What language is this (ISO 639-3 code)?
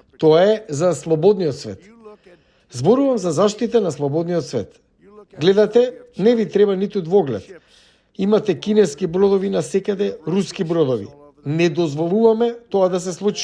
mkd